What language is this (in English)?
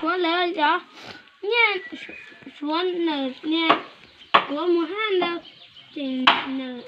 Hmong